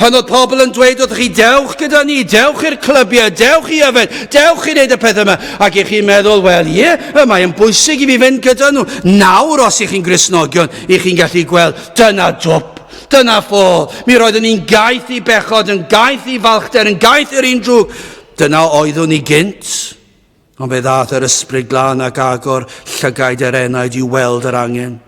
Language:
Welsh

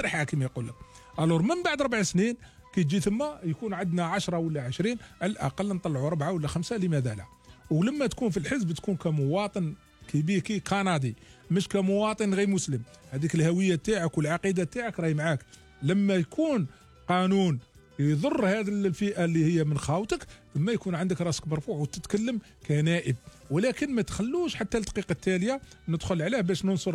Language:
Algerian Arabic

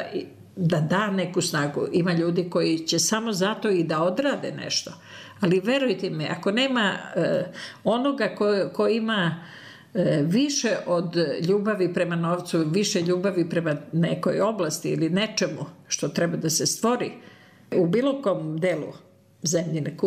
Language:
Serbian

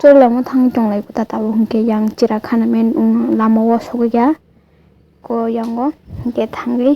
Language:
Kok Borok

